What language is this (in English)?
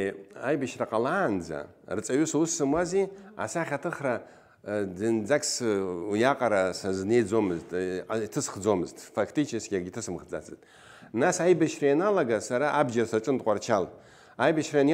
Abkhazian